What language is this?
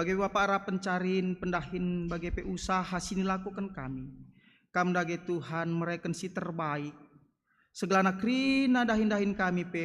Batak Karo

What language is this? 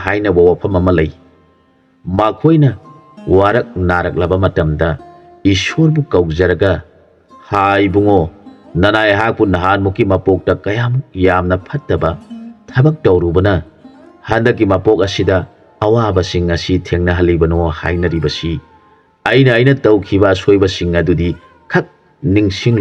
Manipuri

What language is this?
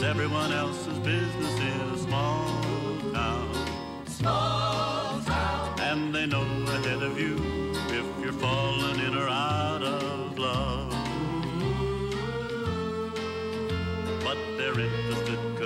English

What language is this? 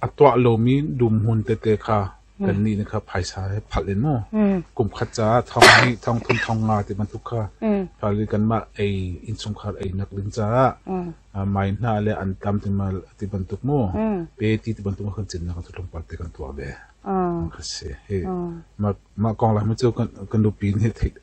Hakha Chin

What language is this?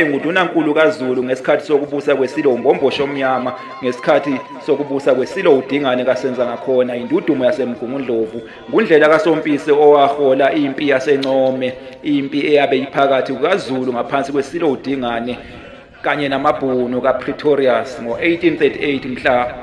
Zulu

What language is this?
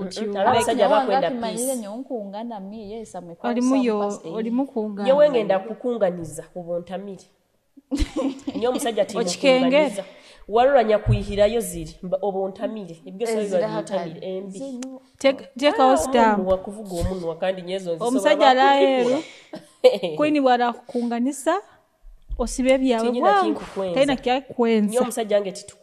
Nyoro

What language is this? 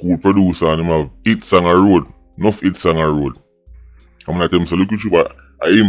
Jamaican Creole English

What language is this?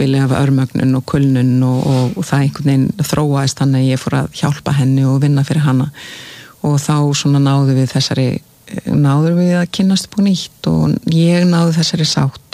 Icelandic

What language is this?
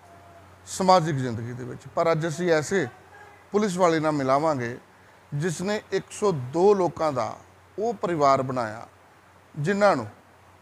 Punjabi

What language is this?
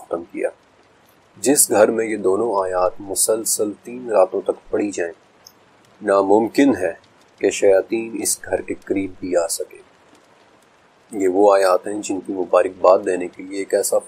Urdu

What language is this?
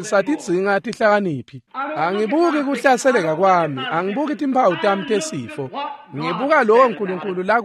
Swati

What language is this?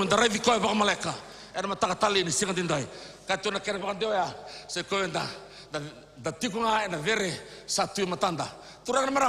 Fijian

